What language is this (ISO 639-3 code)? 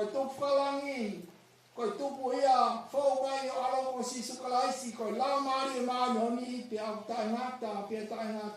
ton